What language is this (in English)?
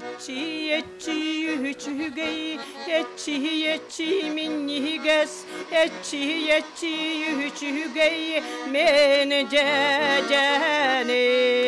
Yakut